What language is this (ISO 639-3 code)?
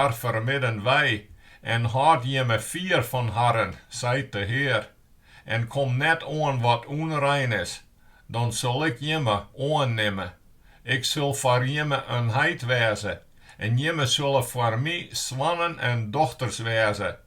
fry